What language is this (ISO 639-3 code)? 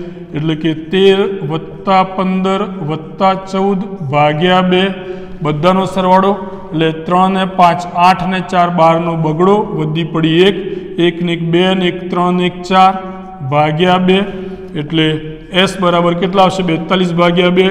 guj